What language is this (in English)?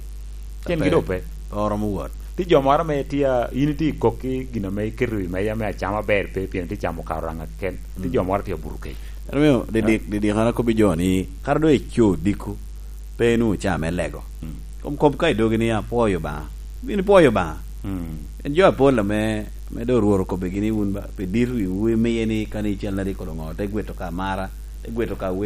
Lango (Uganda)